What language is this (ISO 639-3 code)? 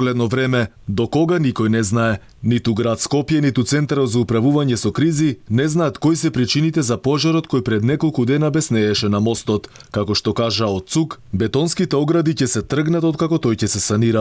mkd